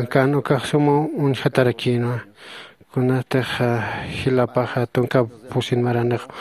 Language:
Aymara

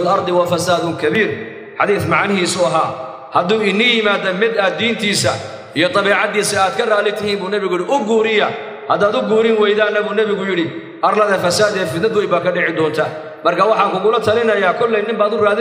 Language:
Somali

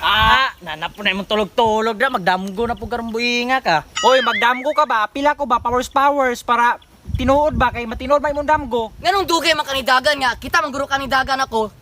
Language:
Cebuano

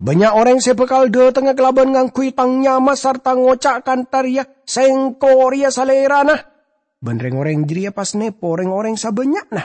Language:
Madurese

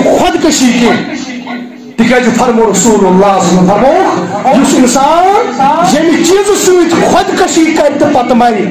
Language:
Kashmiri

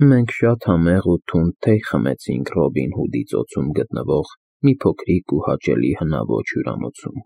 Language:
Armenian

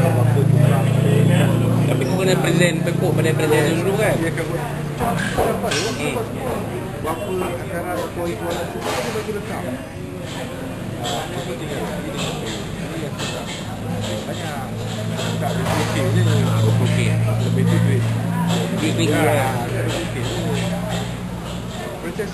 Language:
Malay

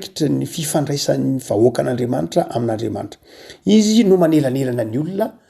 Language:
Malagasy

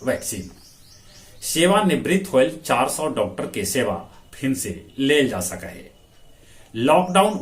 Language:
Magahi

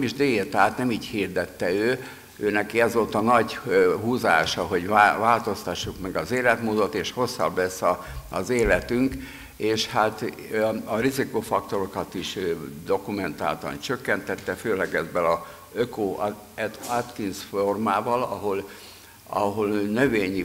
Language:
Hungarian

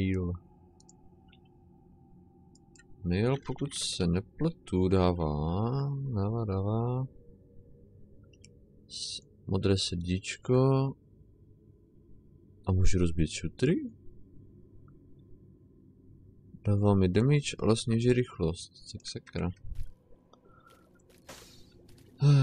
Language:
Czech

